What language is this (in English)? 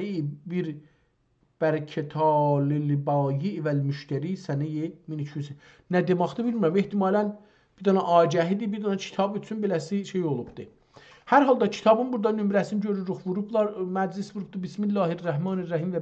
South Azerbaijani